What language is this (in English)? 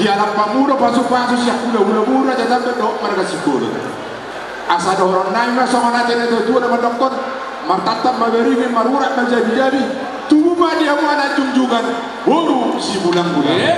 Batak Toba